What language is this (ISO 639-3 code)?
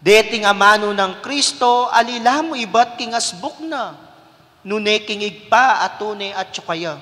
pam